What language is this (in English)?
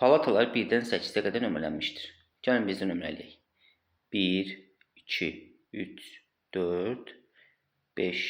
Azerbaijani